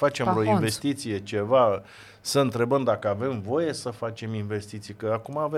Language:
Romanian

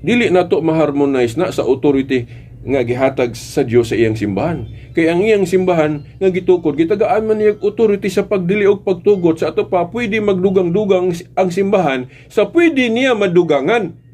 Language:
Cebuano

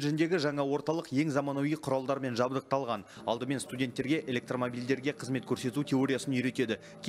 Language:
Kazakh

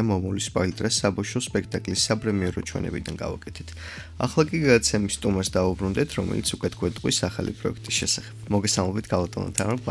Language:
Georgian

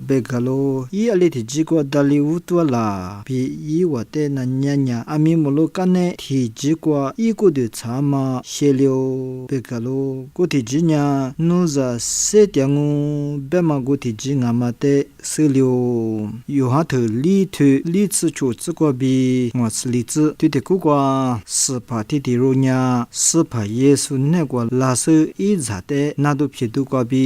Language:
Lisu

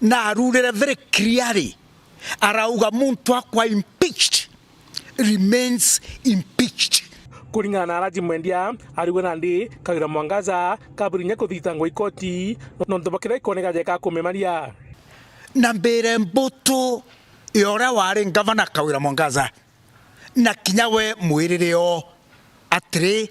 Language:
Meru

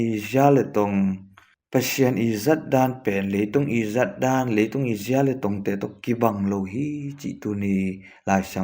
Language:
Tedim Chin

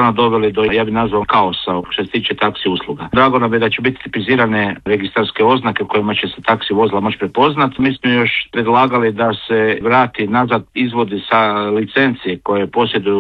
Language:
Croatian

